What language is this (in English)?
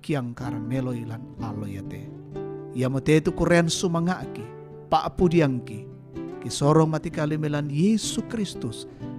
Toraja-Sa'dan